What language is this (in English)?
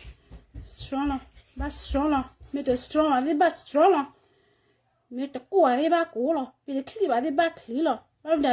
S'gaw Karen